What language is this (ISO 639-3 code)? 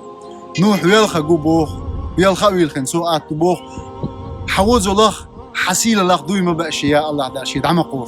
che